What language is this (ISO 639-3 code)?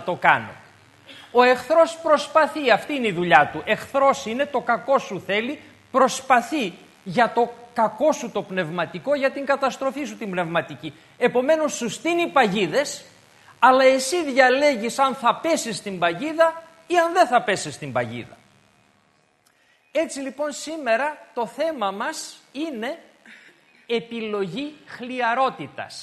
ell